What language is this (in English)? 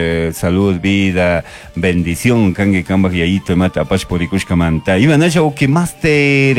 Chimborazo Highland Quichua